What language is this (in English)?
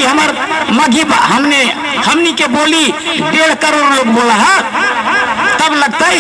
Magahi